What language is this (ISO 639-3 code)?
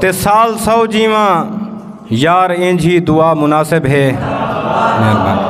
skr